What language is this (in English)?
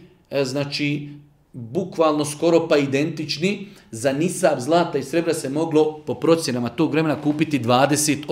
Bosnian